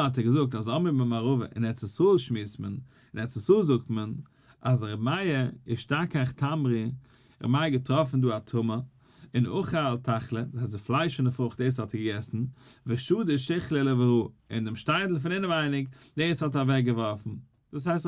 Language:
Yiddish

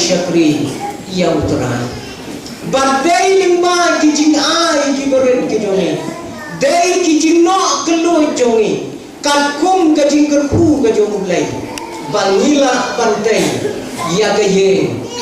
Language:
Khasi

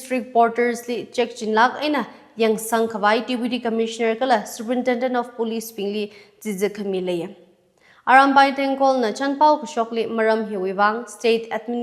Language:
Tangkhul Naga (India)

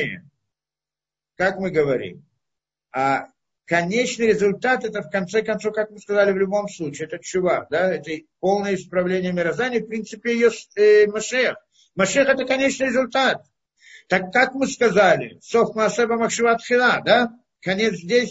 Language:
Russian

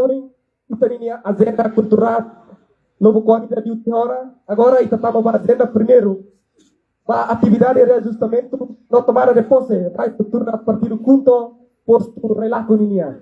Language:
Tetum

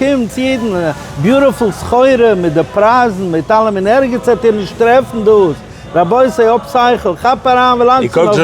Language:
Yiddish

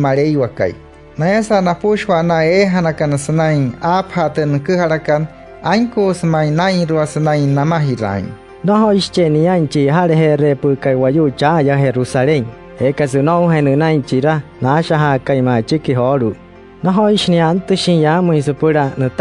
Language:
Wayuu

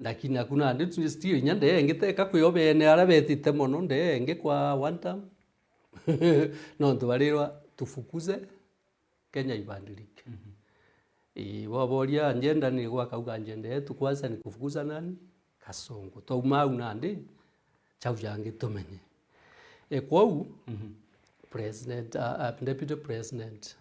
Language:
Meru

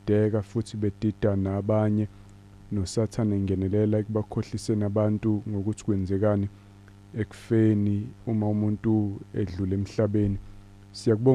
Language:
Zulu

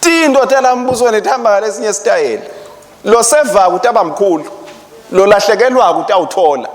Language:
Swati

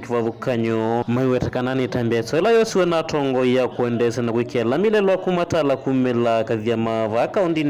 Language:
Kamba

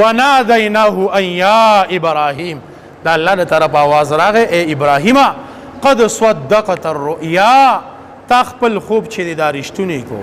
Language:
Pashto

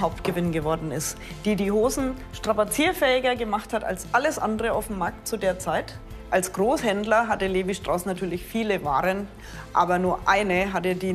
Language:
German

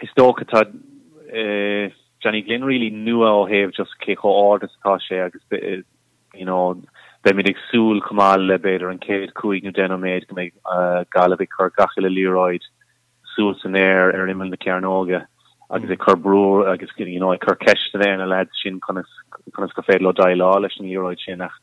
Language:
Irish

